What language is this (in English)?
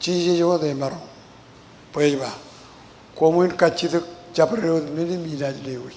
Marshallese